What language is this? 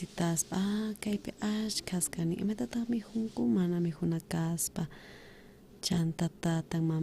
South Bolivian Quechua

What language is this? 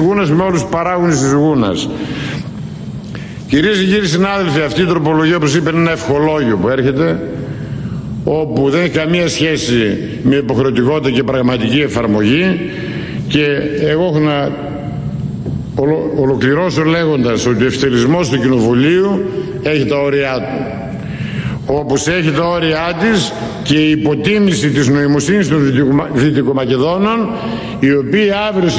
Greek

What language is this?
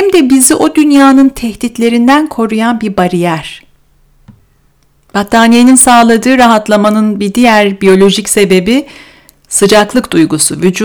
Turkish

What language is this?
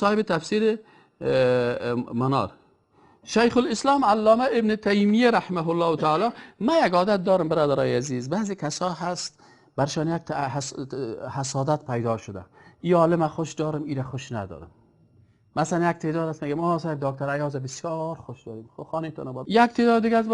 Persian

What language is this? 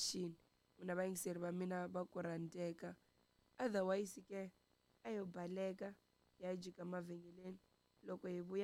Tsonga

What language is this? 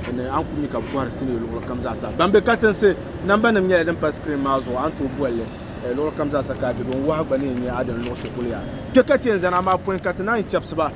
Dagbani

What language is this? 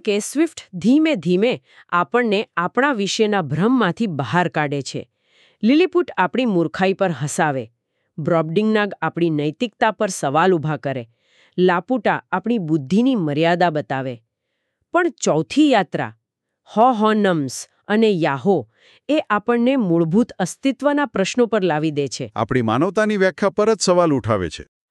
Gujarati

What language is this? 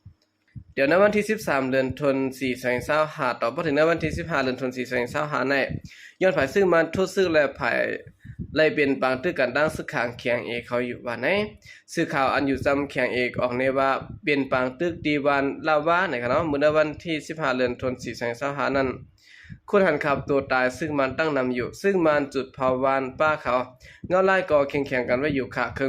Shan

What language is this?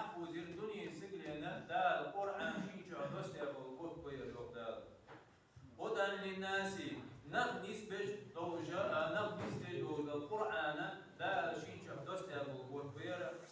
Ingush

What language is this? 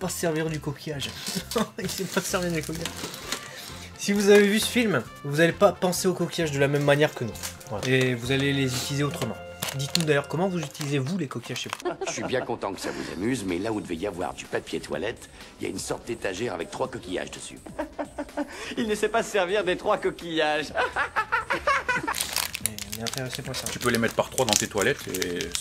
French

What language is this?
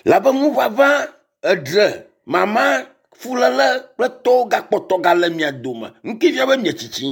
Ewe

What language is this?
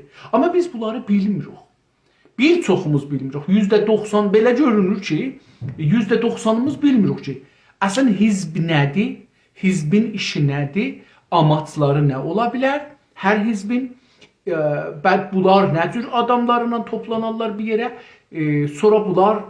South Azerbaijani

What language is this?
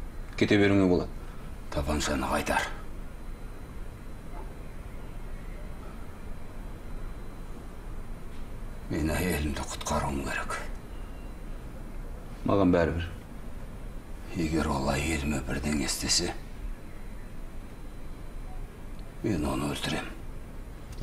Kazakh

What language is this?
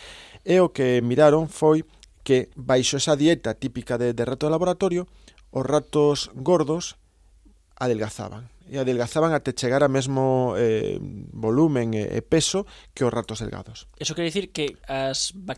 Galician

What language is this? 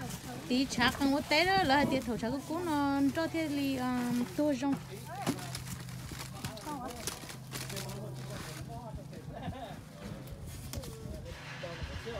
Vietnamese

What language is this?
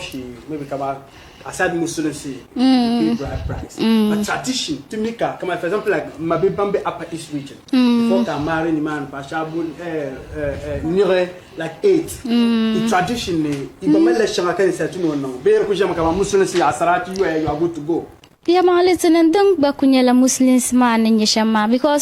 Dagbani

